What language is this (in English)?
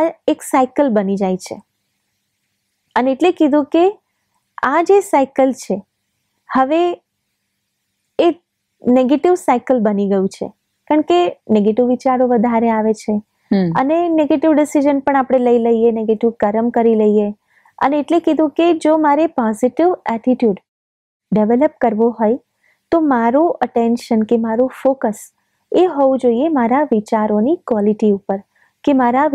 Gujarati